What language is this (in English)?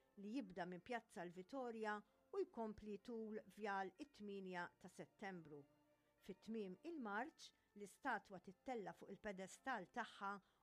Maltese